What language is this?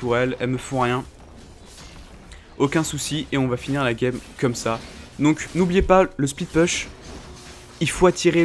French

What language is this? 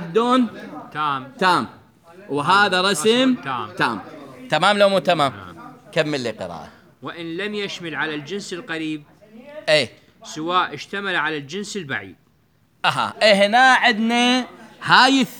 Mesopotamian Arabic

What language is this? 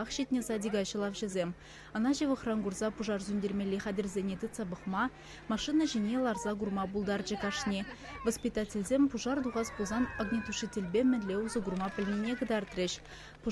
Chuvash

